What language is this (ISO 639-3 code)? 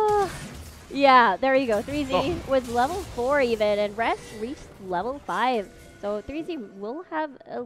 eng